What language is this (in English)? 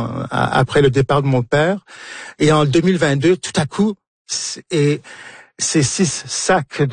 French